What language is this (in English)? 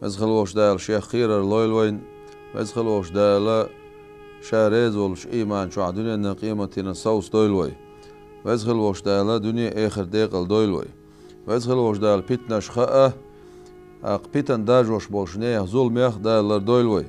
Chechen